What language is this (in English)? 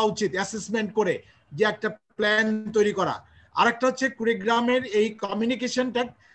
Bangla